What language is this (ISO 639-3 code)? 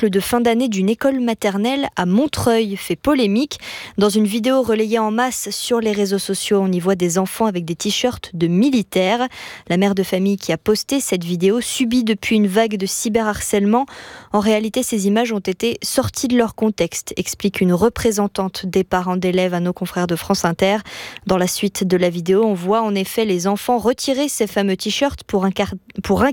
fra